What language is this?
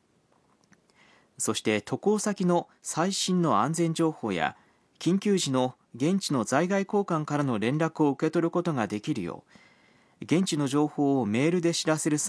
Japanese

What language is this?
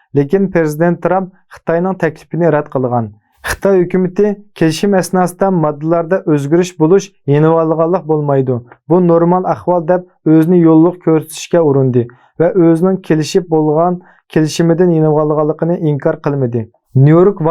Uyghur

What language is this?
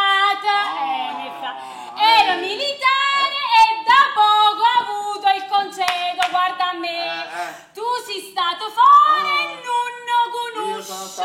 Neapolitan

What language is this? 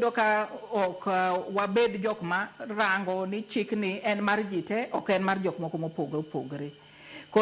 Luo (Kenya and Tanzania)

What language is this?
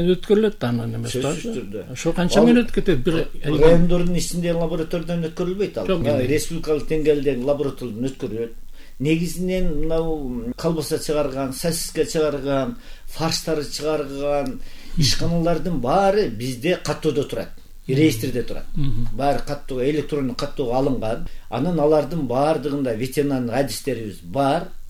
Kyrgyz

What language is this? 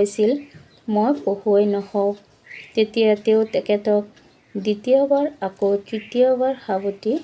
Assamese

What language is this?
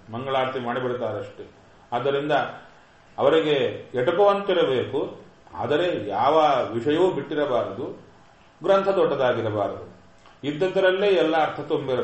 Kannada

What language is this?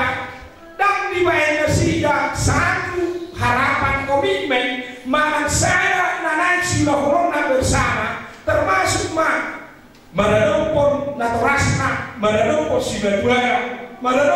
Batak Toba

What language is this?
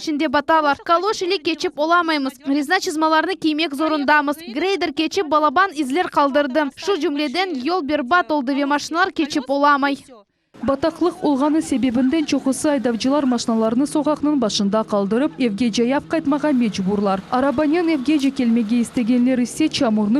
Crimean Tatar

